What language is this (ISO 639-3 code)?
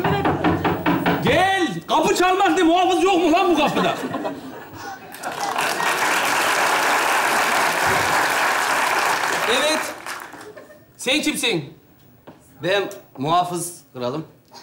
tur